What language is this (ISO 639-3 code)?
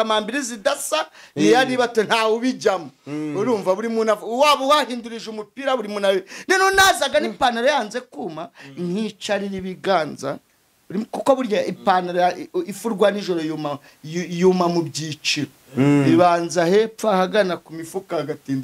kin